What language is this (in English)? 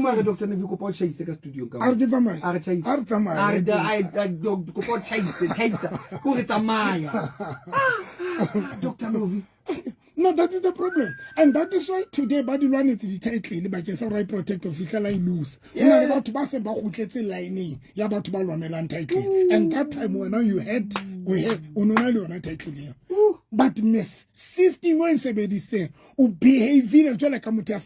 Southern Sotho